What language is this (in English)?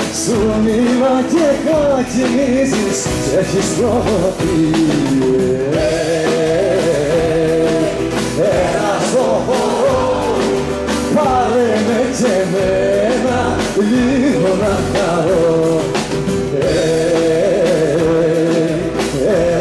Greek